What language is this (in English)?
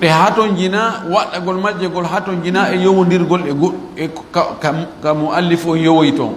Fula